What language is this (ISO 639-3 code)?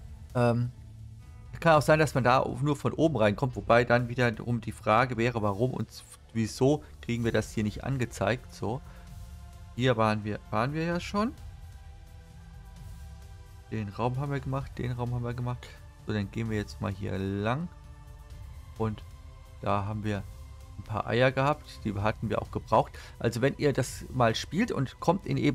deu